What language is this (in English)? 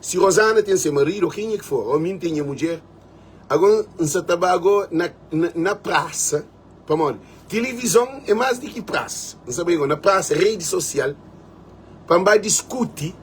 Kabuverdianu